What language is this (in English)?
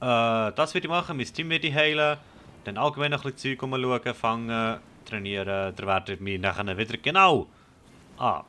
Swiss German